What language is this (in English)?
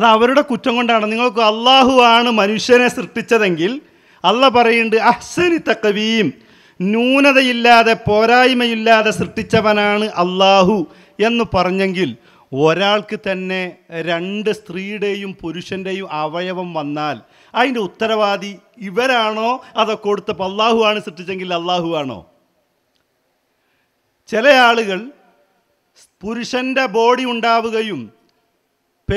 Malayalam